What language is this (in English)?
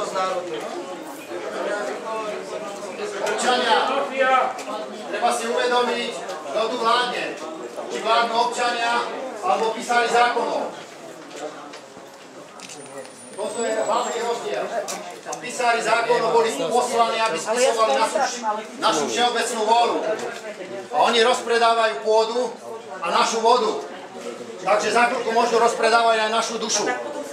Slovak